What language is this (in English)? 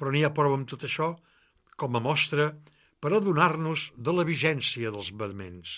Catalan